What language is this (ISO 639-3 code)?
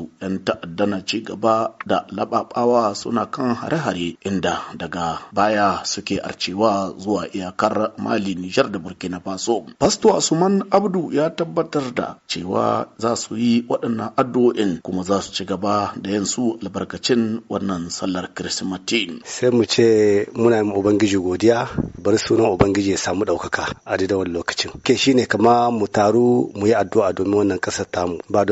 hau